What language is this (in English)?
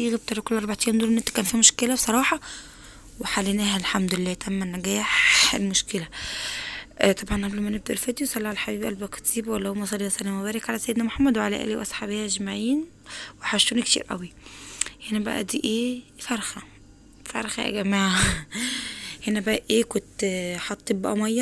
Egyptian Arabic